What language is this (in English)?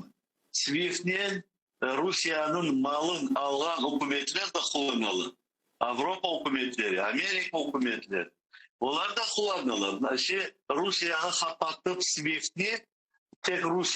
Crimean Tatar